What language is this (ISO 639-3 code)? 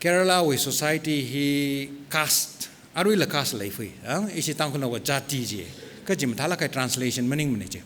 nmf